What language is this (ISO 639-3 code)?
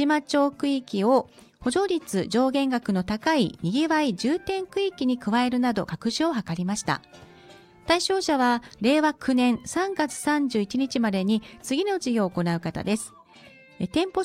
jpn